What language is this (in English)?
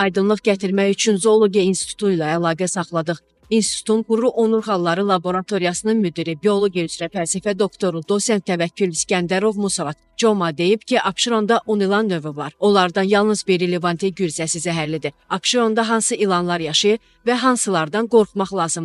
Azerbaijani